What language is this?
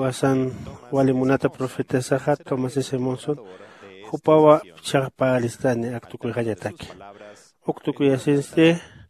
Aymara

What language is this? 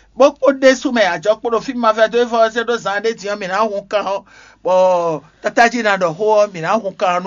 Fon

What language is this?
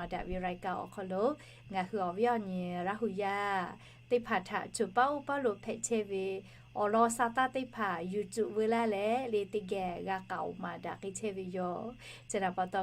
Lahu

